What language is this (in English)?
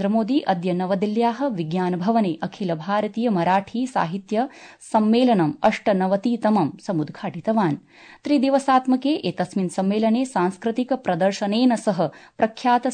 Sanskrit